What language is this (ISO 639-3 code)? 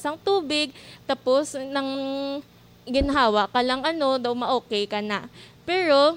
hil